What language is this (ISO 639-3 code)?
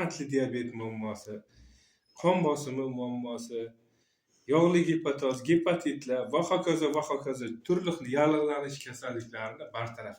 uzb